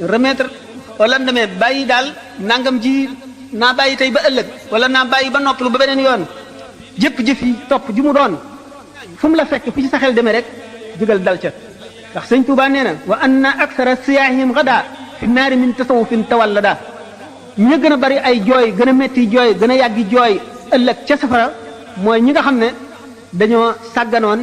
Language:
Wolof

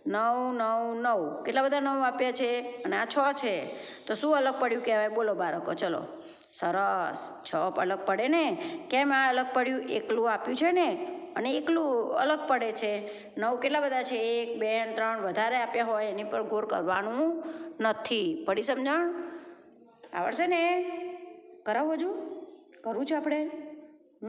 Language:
Gujarati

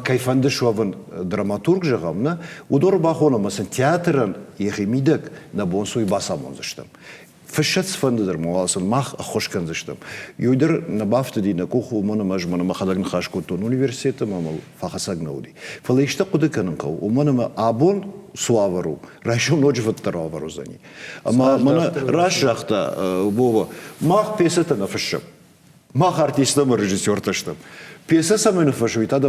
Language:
Ossetic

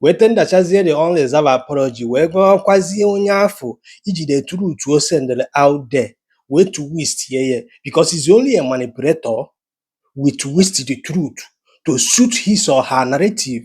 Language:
Igbo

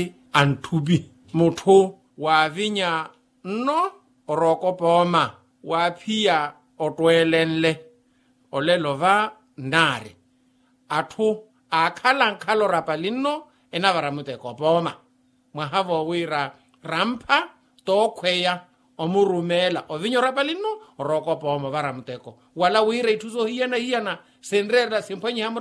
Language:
Makhuwa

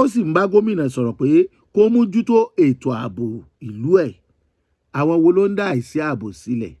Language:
Yoruba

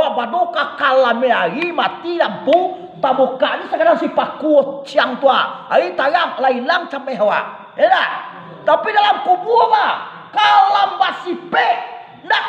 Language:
Minangkabau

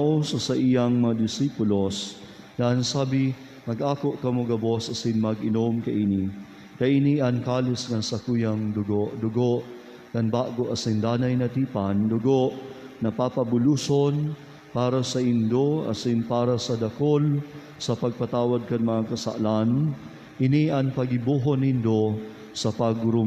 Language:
Bikol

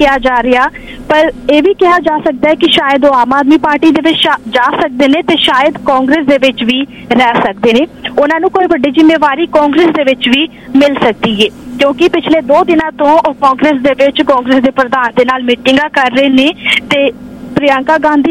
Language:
Punjabi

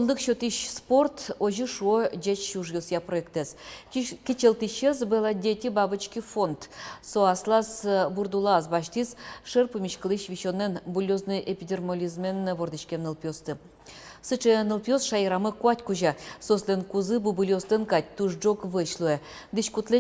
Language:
Udmurt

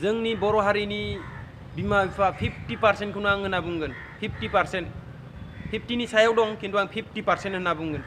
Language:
Bodo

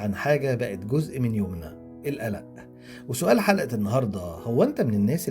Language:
Egyptian Arabic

